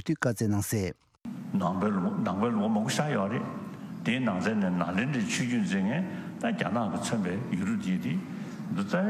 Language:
Tibetan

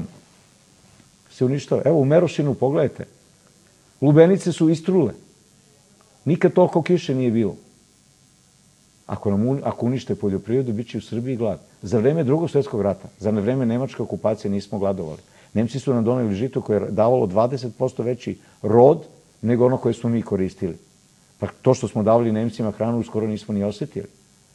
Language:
Serbian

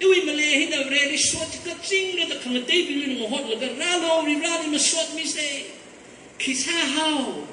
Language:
Tangkhul Naga (India)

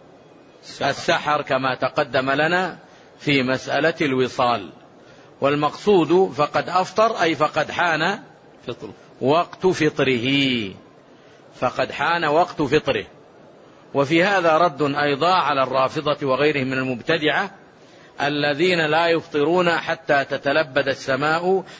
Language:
Arabic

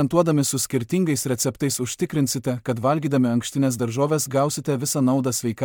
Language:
Lithuanian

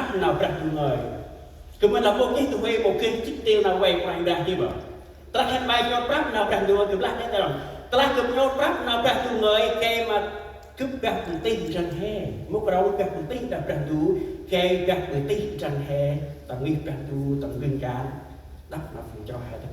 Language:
Central Mnong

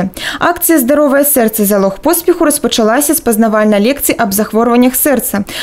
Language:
Belarusian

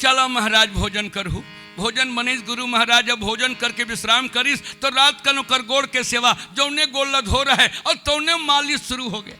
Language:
Chhattisgarhi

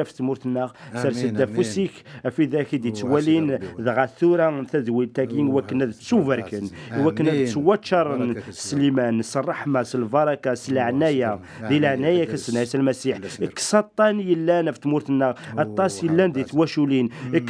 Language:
Kabyle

